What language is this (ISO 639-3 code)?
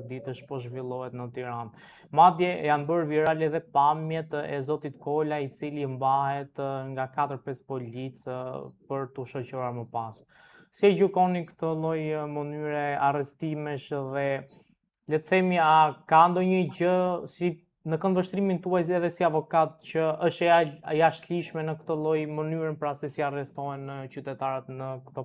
sqi